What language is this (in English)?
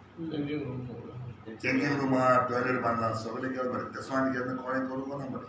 Konkani